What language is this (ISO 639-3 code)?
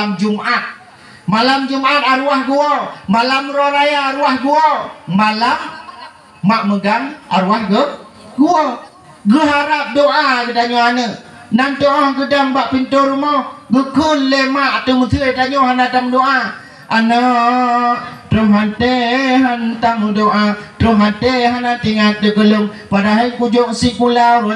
ace